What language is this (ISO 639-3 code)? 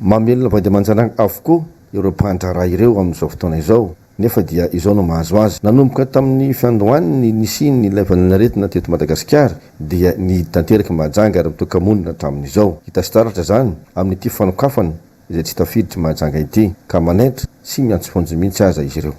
mlg